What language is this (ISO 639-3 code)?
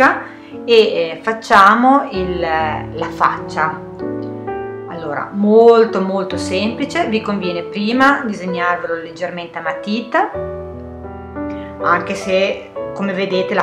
ita